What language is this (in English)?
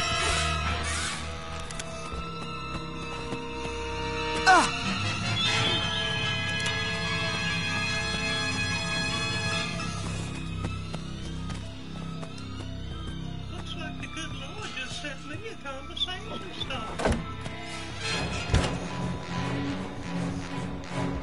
English